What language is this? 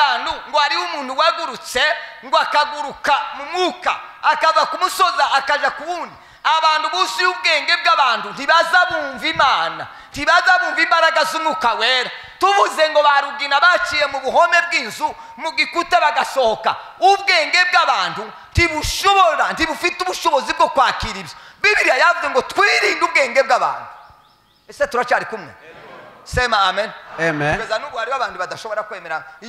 Kinyarwanda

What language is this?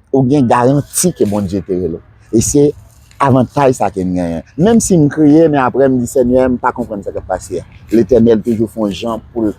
Haitian Creole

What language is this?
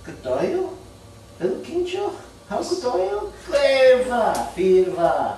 Scottish Gaelic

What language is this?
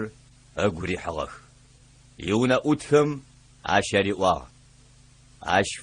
Adyghe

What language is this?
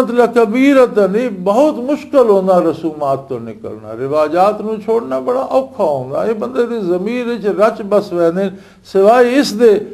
Western Panjabi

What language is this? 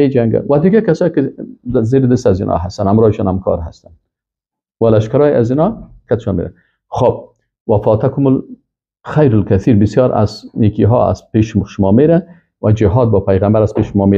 Persian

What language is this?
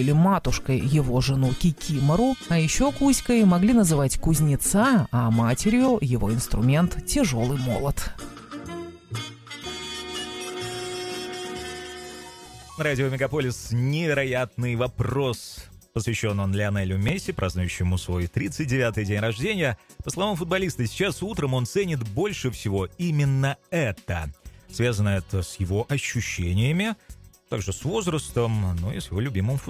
Russian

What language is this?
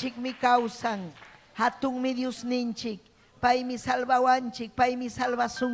Ayacucho Quechua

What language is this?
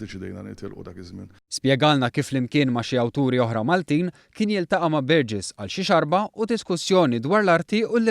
Maltese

